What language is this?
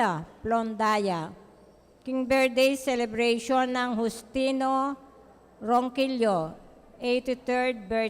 Pampanga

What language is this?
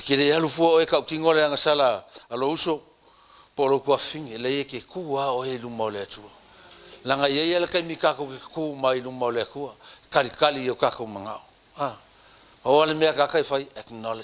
Samoan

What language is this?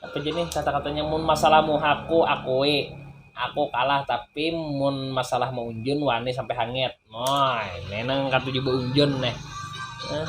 Banjar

